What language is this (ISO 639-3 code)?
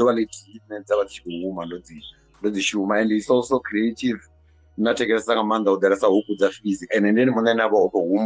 ven